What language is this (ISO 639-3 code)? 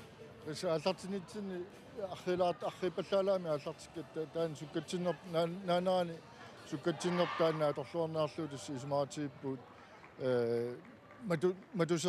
kal